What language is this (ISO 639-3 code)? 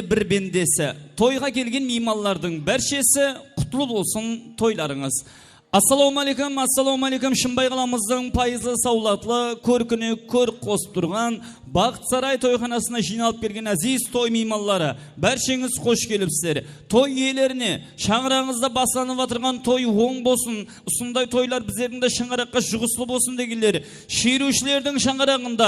kaa